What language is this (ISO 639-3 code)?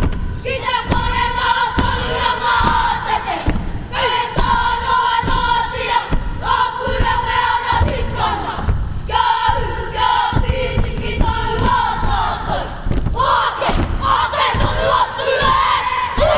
mri